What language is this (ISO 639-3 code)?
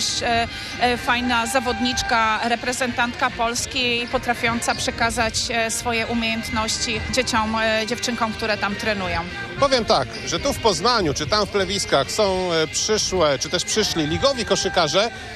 pol